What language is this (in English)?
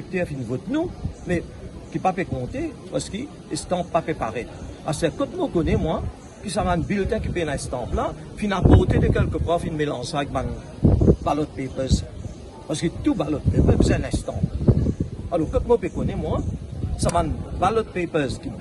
Morisyen